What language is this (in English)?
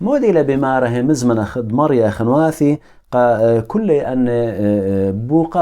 Assyrian Neo-Aramaic